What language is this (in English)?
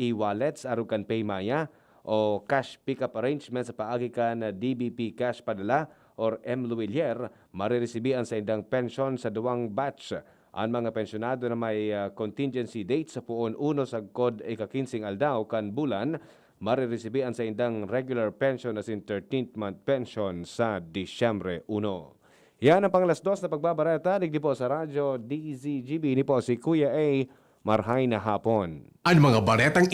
Bikol